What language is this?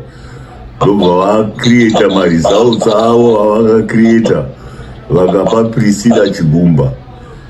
Shona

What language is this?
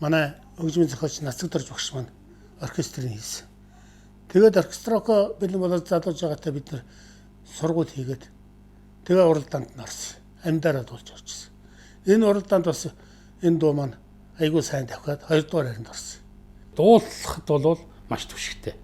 Mongolian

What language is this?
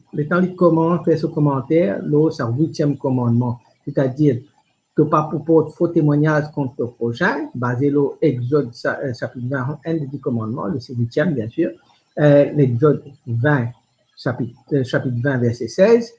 Morisyen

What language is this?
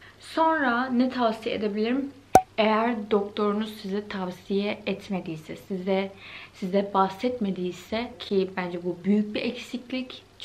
Turkish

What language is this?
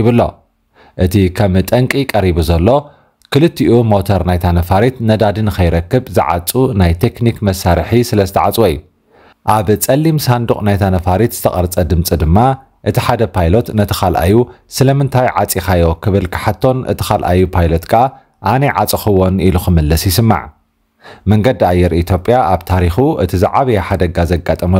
Tigrinya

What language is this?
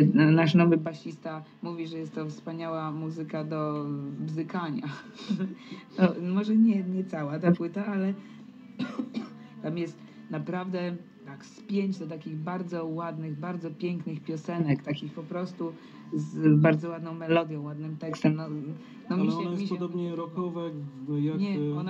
Polish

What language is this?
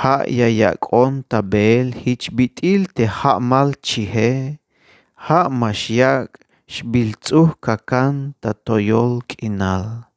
Tzeltal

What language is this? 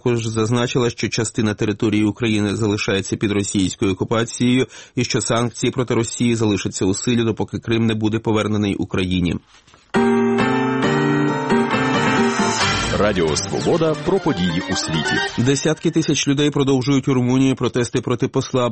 Ukrainian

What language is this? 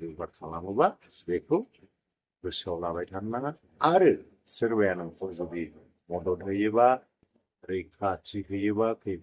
Bodo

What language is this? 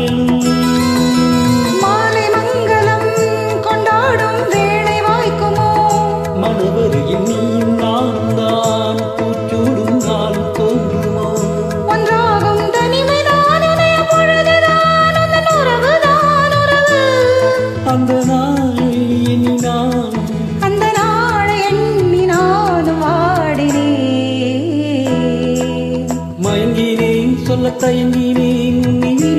Tamil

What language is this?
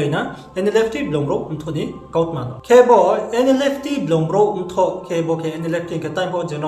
Riang (India)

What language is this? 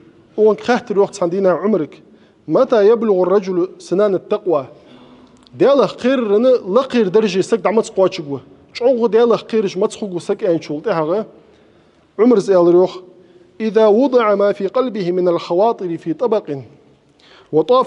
Ingush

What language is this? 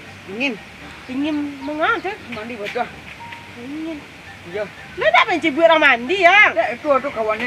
Minangkabau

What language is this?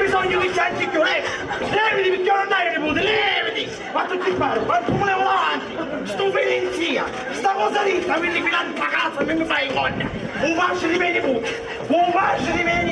Sicilian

